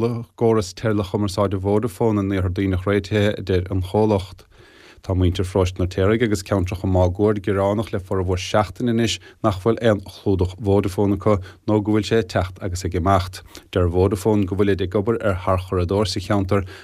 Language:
Irish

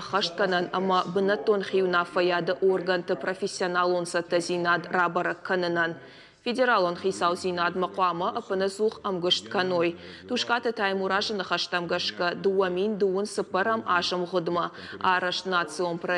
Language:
Ossetic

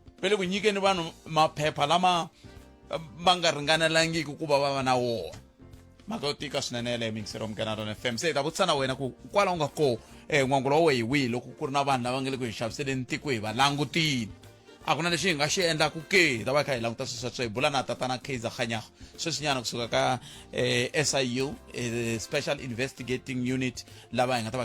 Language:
Tsonga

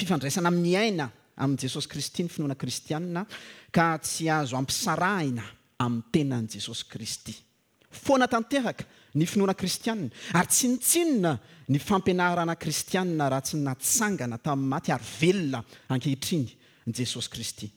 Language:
Malagasy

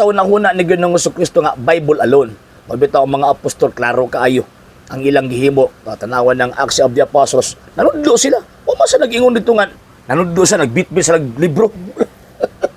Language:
Cebuano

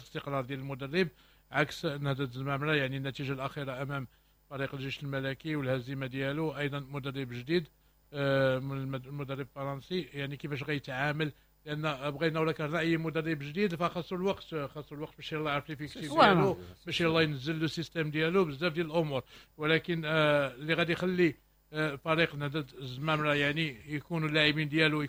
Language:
Moroccan Arabic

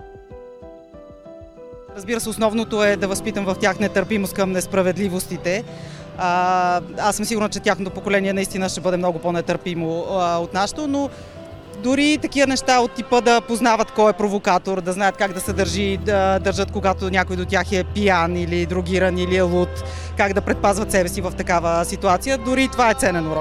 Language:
Bulgarian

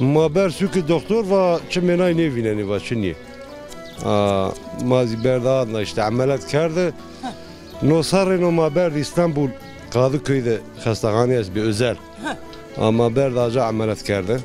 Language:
Zaza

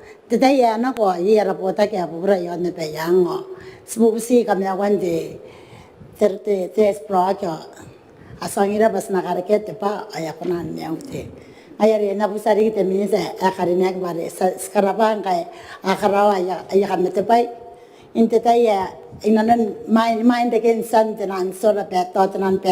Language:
Gilbertese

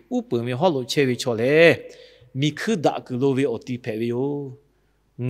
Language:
Lahu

